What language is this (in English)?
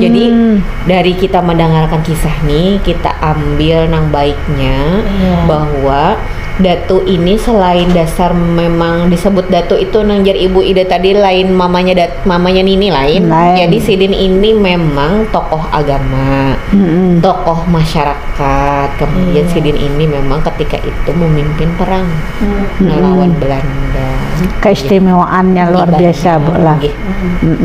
Banjar